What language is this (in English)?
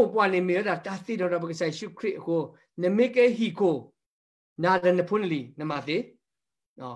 S'gaw Karen